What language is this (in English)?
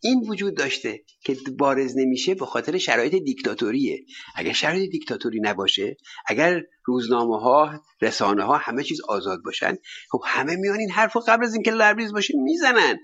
Persian